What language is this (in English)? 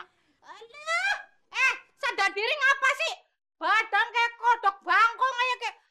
Betawi